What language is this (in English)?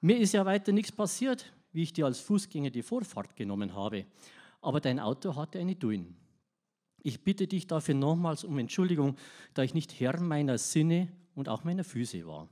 Bavarian